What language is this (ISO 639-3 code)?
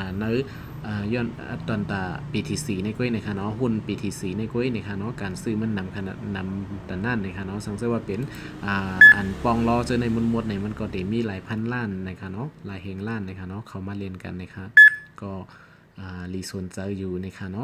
shn